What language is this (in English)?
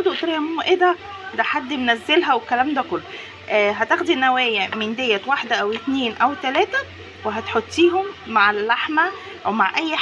Egyptian Arabic